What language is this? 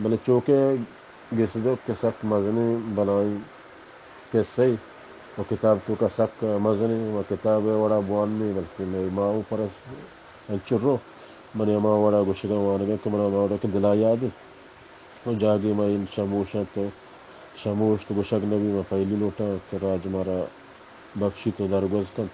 Baluchi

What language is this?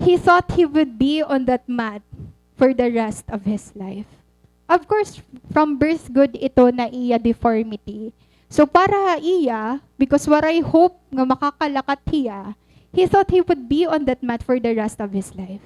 Waray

